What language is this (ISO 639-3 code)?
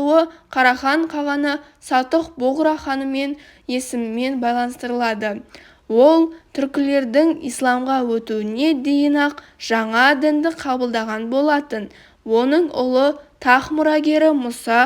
kaz